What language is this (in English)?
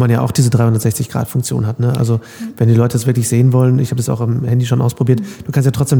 German